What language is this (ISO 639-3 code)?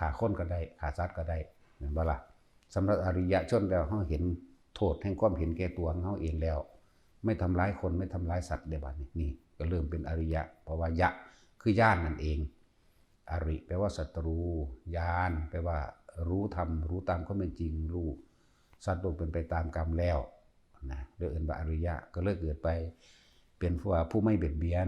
tts